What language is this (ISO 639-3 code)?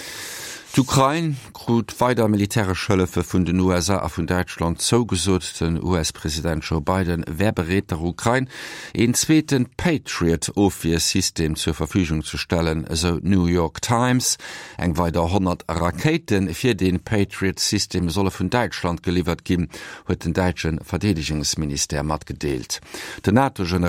ltz